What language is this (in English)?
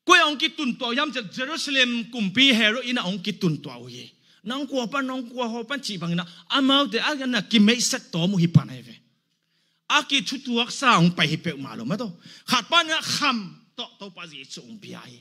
Tedim Chin